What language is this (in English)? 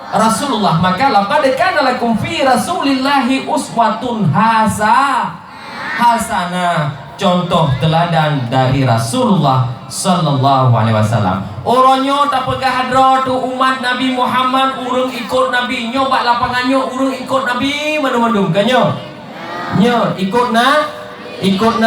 Achinese